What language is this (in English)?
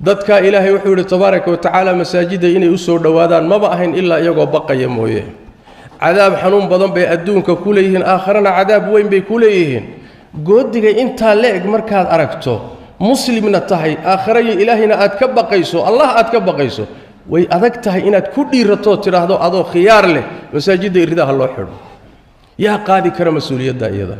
Somali